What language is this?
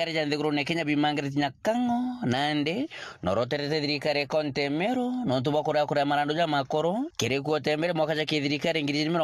Meru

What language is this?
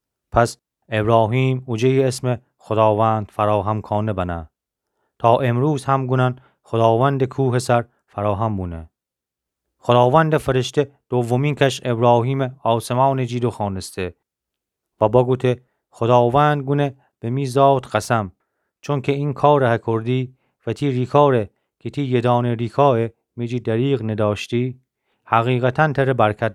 Gilaki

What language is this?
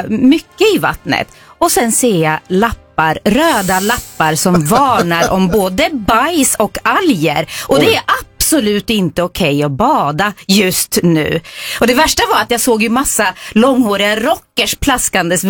Swedish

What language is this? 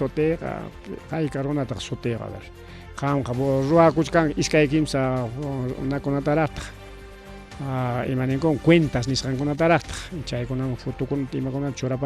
Ayacucho Quechua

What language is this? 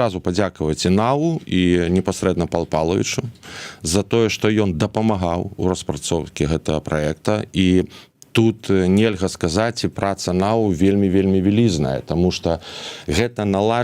Belarusian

